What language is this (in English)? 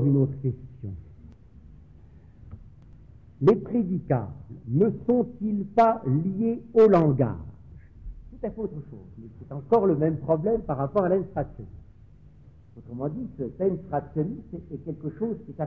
French